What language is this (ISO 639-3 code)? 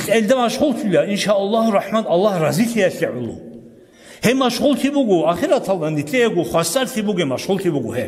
ava